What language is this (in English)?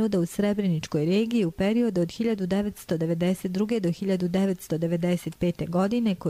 Croatian